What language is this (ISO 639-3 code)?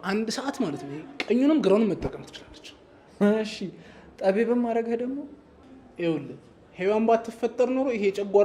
amh